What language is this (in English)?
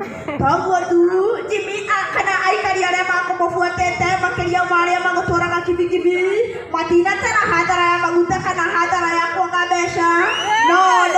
Kikuyu